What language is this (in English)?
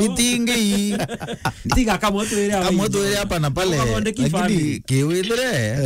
Meru